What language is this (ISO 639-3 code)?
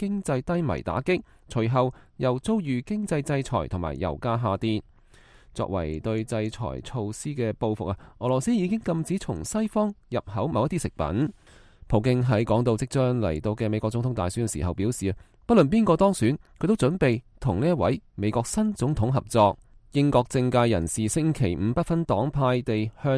yue